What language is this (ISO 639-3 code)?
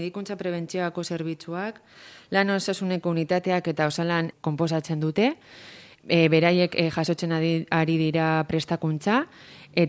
eus